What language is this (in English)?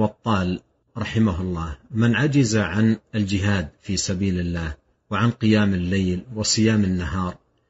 Arabic